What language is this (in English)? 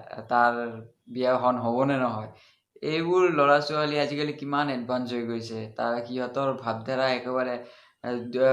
Assamese